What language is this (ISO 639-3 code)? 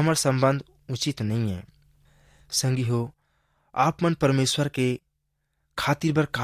hne